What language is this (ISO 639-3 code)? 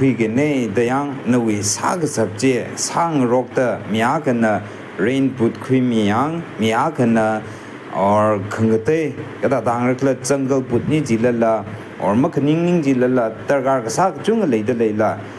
nmf